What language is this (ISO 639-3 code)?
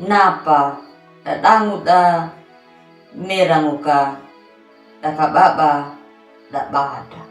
akg